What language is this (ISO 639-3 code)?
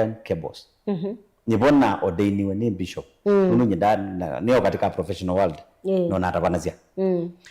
kam